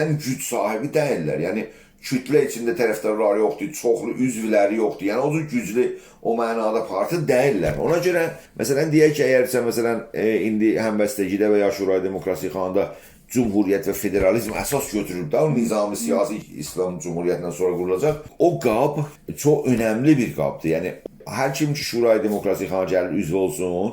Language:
South Azerbaijani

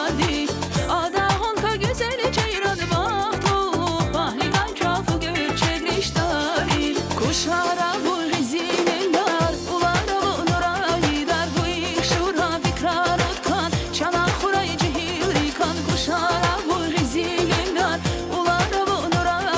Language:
Tabassaran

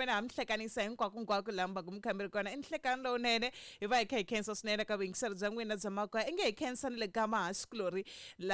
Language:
Tsonga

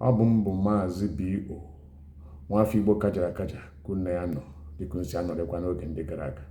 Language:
Igbo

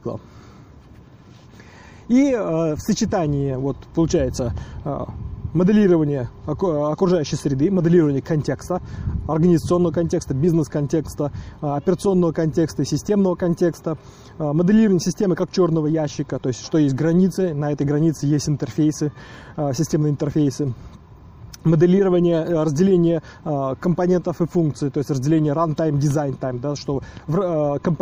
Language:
Russian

